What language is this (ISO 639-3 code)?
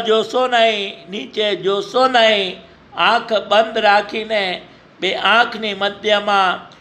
guj